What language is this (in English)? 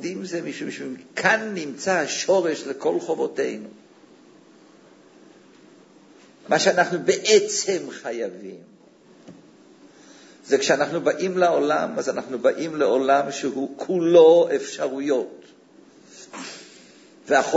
Hebrew